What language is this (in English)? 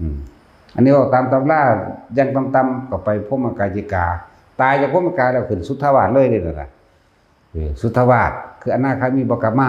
Northeastern Thai